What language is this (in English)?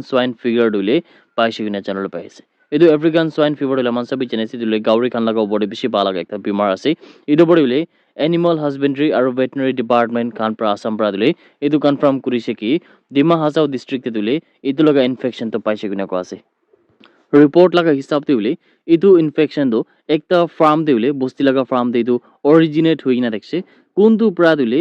Naga Pidgin